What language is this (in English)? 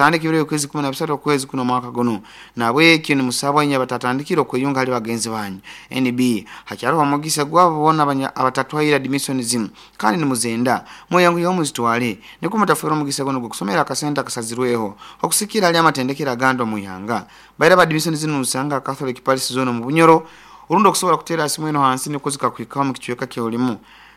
Nyoro